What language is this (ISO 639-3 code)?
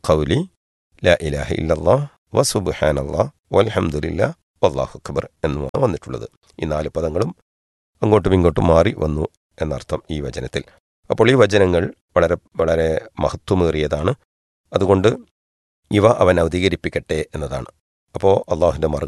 mal